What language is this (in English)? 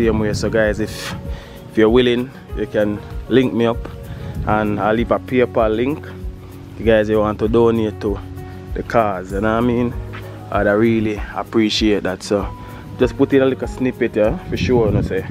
Jamaican Creole English